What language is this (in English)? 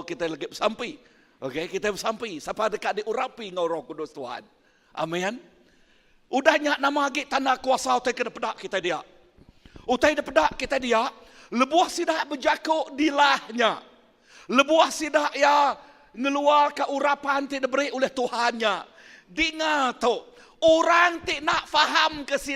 Iban